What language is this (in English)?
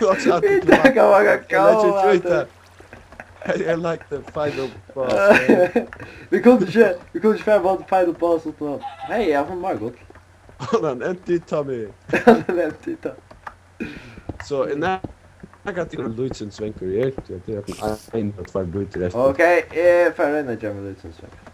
Faroese